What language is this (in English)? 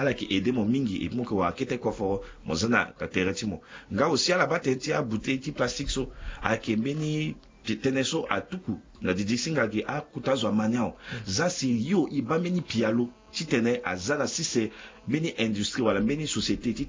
Sango